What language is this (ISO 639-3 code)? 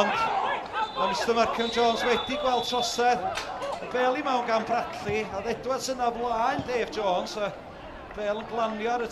cym